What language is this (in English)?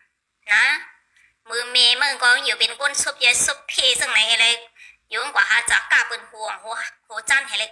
Shan